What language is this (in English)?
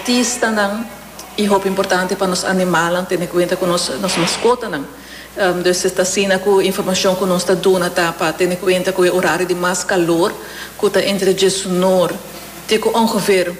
Papiamento